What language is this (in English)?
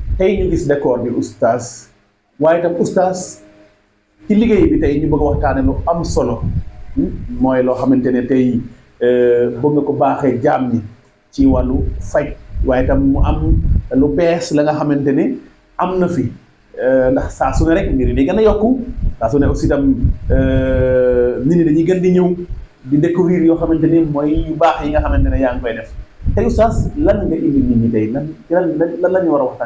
Wolof